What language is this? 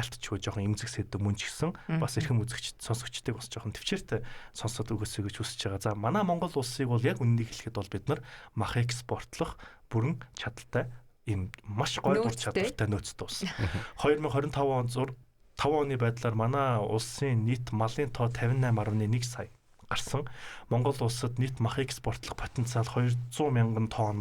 Mongolian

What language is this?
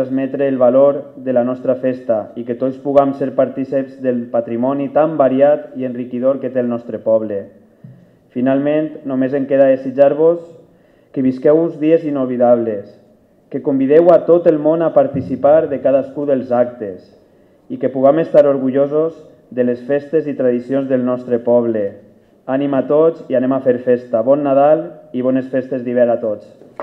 Catalan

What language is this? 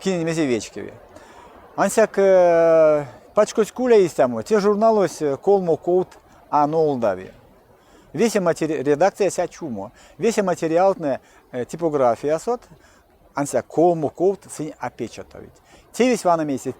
Erzya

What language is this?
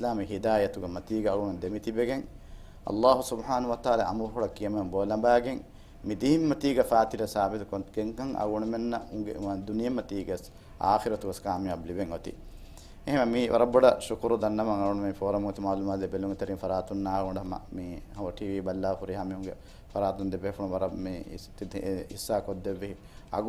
Divehi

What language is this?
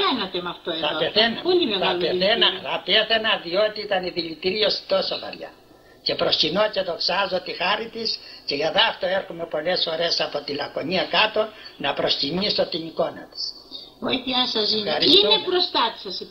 Greek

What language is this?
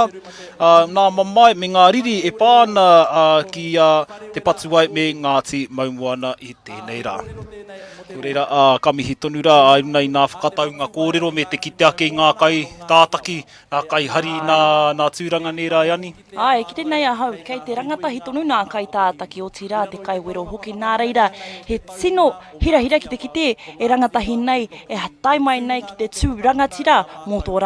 Māori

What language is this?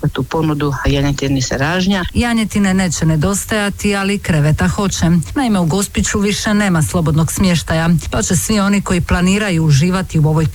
Croatian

